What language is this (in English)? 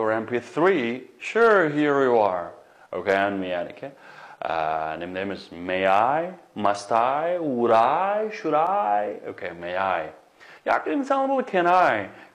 Uyghur